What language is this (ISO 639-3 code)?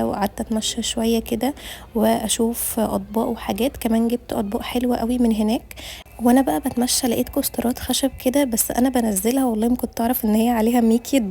arz